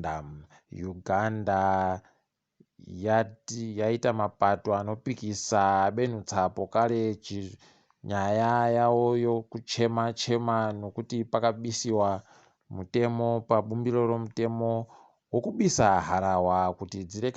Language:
Ndau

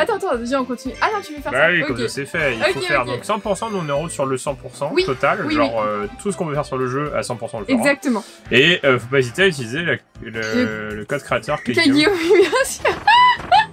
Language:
French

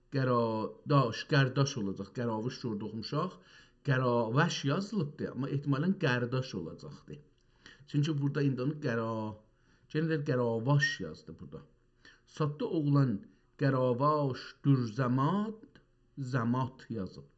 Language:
South Azerbaijani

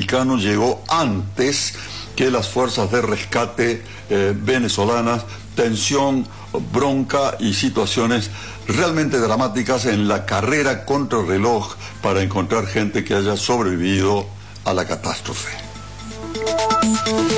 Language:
Spanish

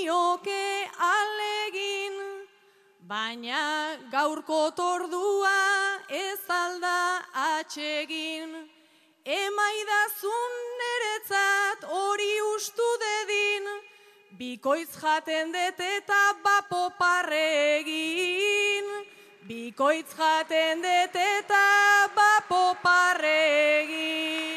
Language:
Basque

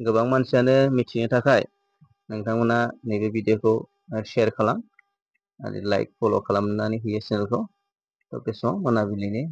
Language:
Bodo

